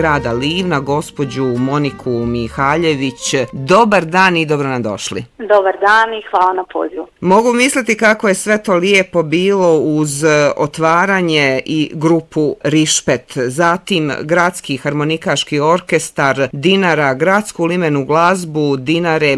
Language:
Bosnian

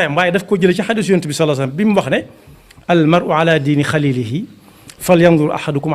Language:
Wolof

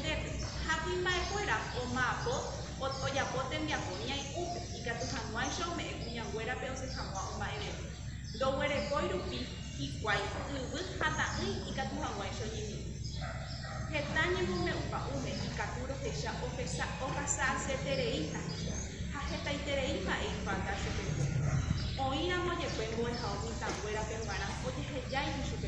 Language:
Guarani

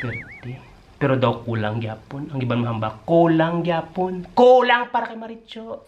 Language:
Hiligaynon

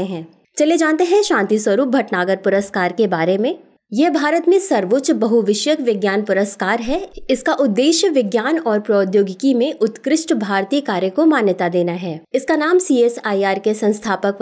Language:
Hindi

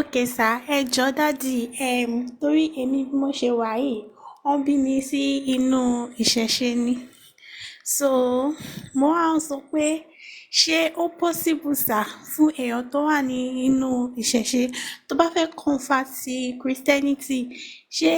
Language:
Yoruba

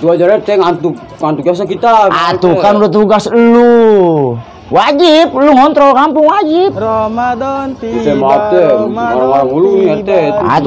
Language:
Betawi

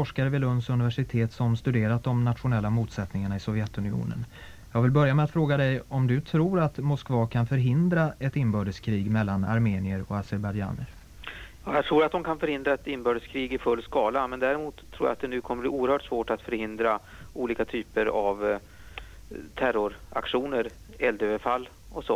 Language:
Swedish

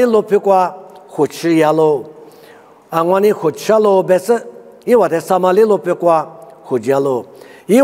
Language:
Lisu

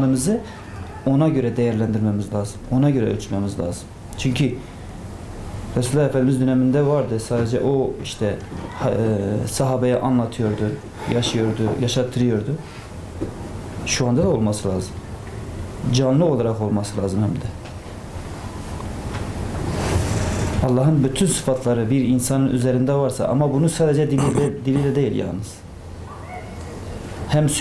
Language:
Turkish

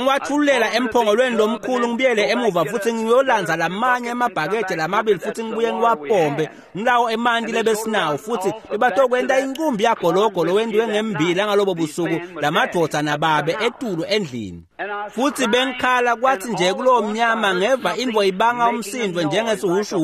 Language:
Swati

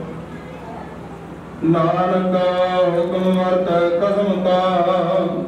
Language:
Punjabi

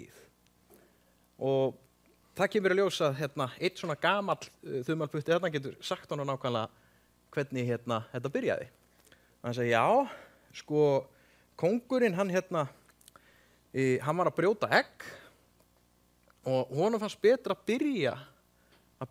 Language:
Icelandic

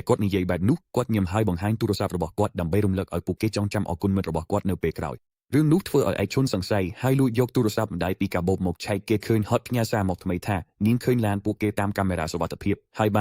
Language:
Khmer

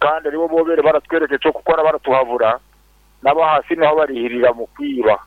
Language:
Nyankole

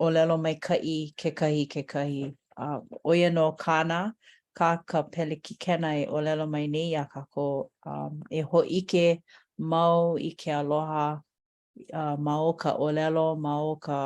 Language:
Hawaiian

